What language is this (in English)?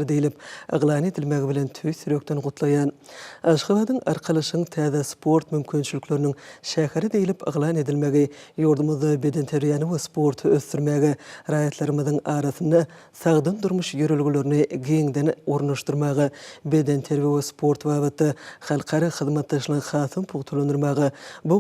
Turkmen